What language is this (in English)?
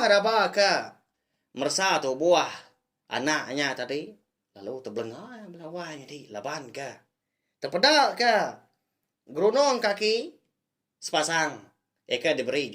Iban